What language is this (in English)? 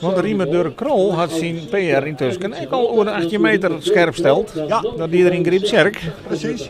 Western Frisian